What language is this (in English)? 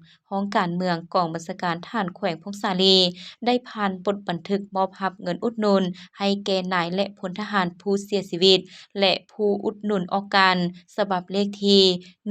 Lao